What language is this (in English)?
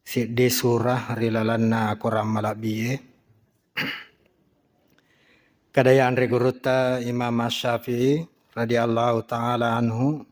Buginese